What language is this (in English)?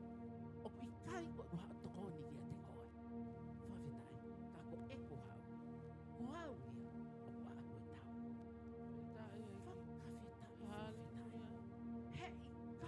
Tongan